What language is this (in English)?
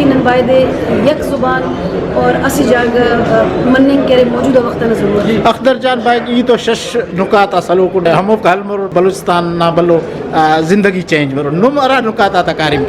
Brahui